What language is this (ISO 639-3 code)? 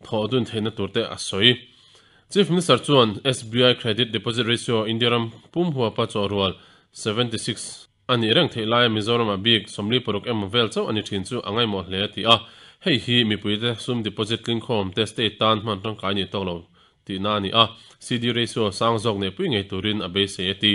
lus